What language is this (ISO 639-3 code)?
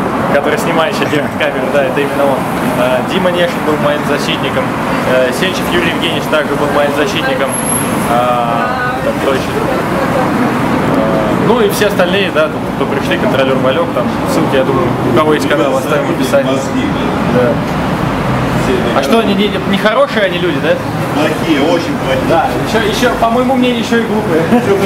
rus